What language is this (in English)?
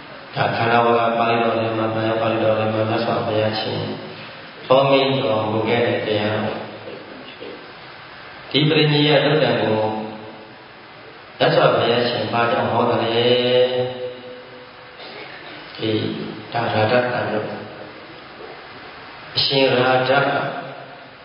Burmese